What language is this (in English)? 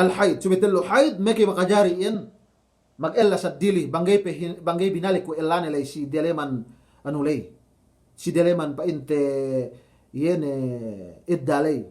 Yakan